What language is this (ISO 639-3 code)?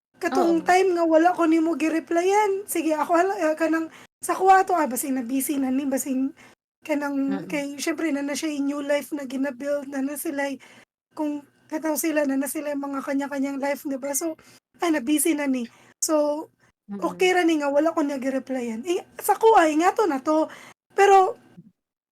ceb